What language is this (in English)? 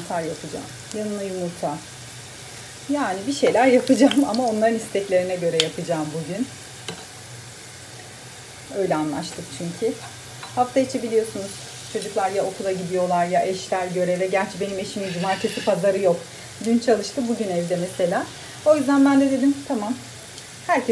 Turkish